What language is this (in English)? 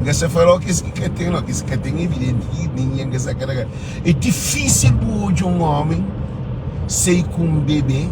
Kabuverdianu